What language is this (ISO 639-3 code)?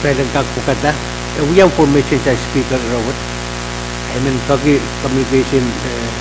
pon